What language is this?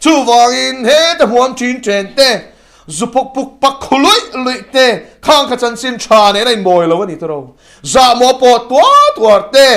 Mizo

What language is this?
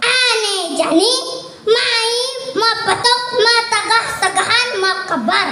Balinese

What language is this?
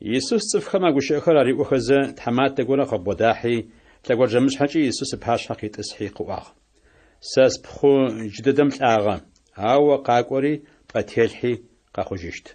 Adyghe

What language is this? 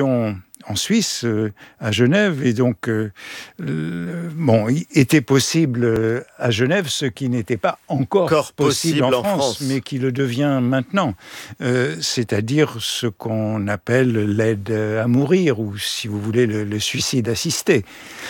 French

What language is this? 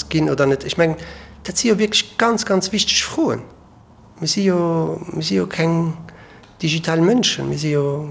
Luxembourgish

